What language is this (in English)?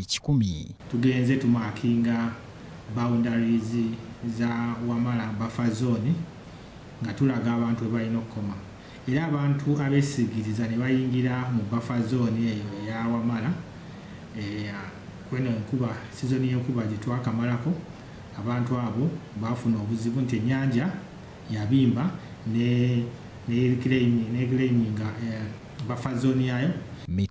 Ganda